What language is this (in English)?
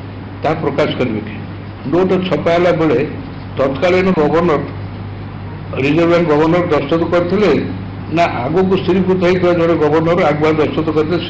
Odia